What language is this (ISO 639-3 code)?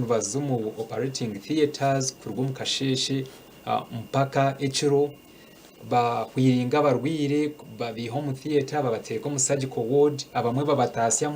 nyn